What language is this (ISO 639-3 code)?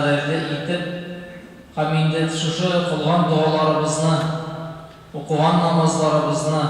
tat